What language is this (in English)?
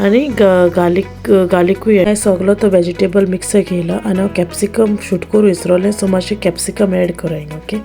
Konkani